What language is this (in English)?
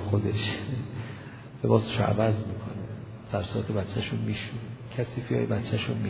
Persian